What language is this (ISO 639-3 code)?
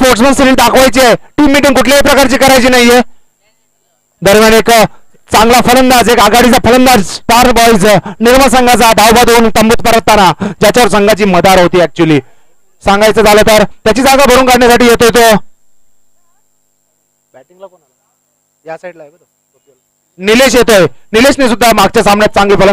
mar